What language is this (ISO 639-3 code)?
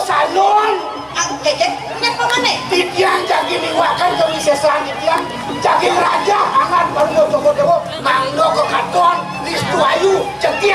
ban